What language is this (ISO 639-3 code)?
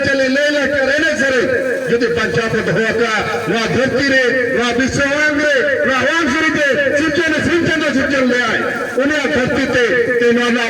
sat